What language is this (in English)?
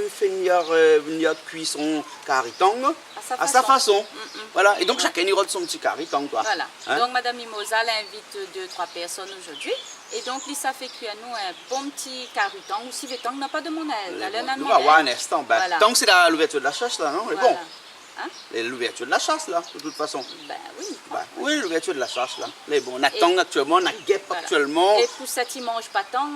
Réunion Creole French